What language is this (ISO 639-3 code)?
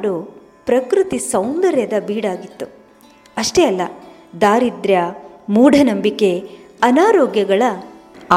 kan